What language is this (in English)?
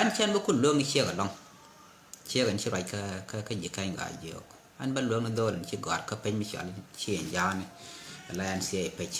Nuer